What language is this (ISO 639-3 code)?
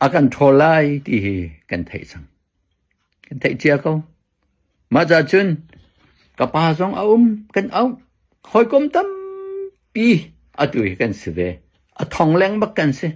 cnh